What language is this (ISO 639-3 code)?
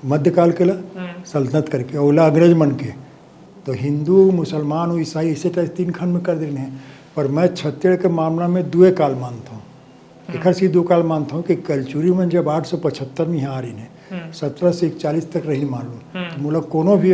hne